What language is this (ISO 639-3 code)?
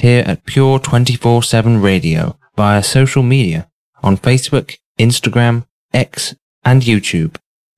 eng